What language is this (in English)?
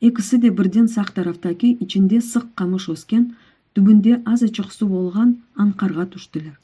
Crimean Tatar